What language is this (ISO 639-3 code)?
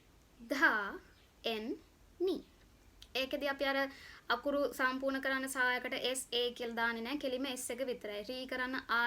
sin